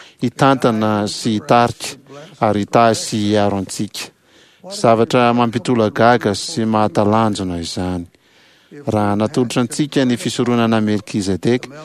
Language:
Malagasy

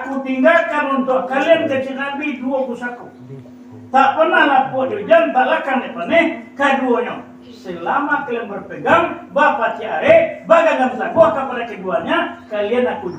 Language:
Minangkabau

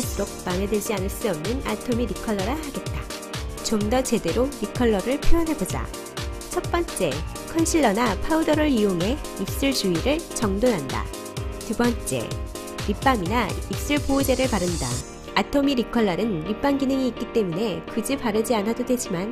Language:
Korean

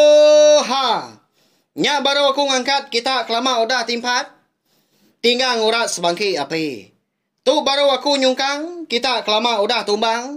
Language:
Iban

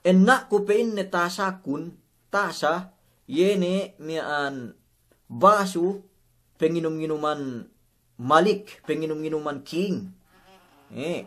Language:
Yakan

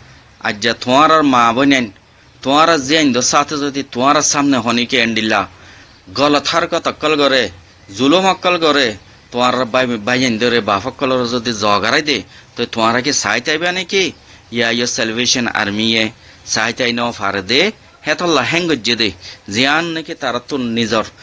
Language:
Rohingya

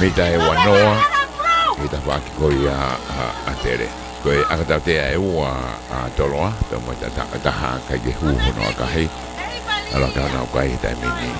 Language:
Tongan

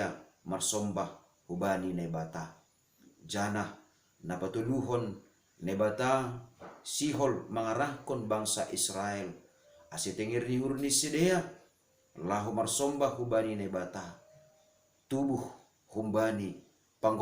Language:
Batak Simalungun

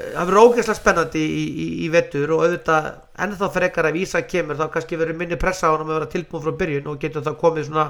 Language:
Icelandic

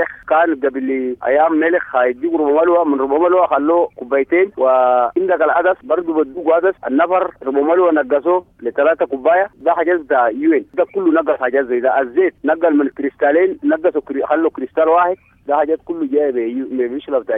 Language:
Sudanese Arabic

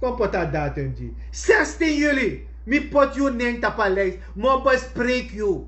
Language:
Sranan Tongo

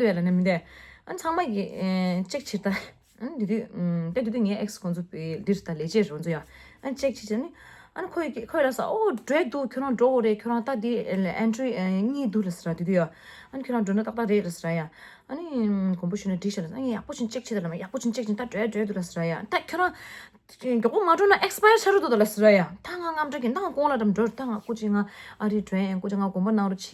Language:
Tibetan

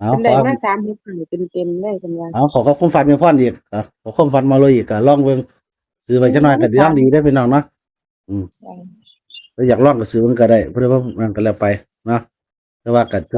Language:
Northeastern Thai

